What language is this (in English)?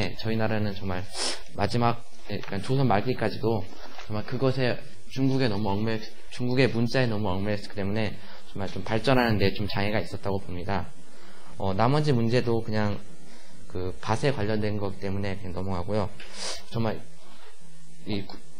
Korean